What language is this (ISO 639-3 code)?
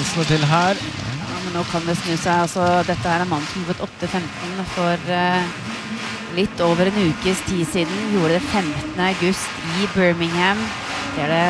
nor